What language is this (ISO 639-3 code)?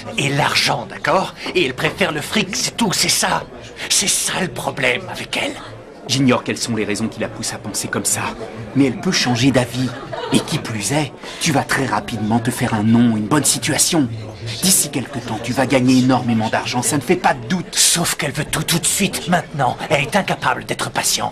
fra